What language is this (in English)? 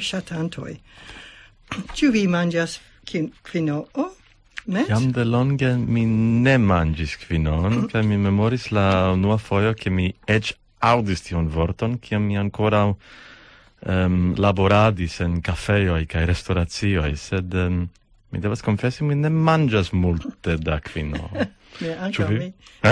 Esperanto